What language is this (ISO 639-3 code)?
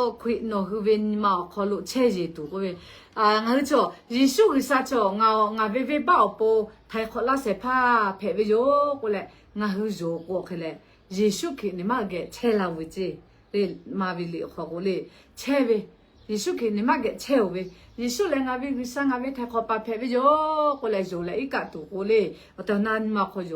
lhu